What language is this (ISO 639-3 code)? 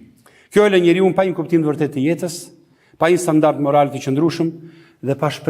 sqi